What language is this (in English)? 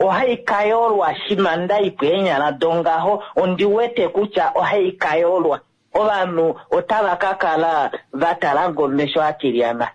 Kuanyama